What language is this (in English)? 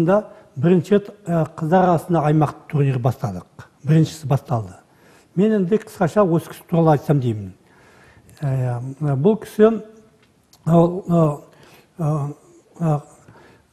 Kazakh